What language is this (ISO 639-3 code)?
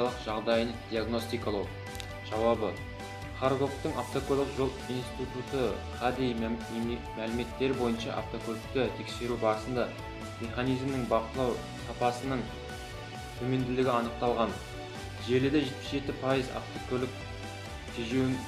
kaz